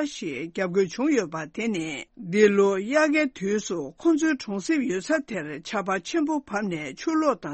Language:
Tibetan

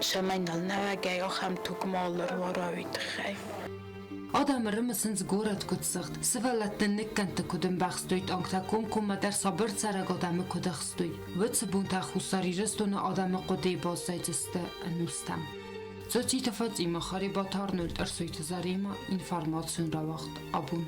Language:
Ossetic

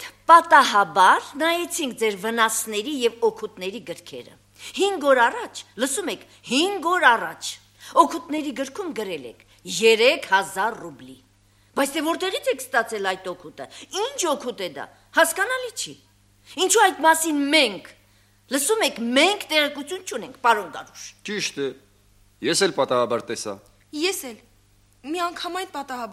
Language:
Armenian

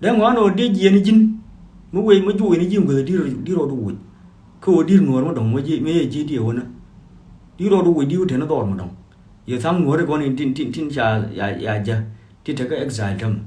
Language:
Nuer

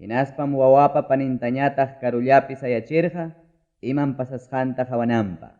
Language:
Ayacucho Quechua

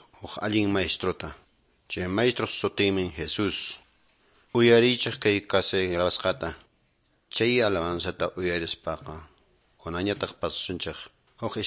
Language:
Quechua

